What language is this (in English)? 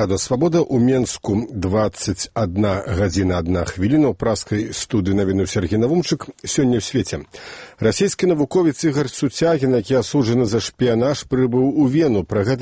Belarusian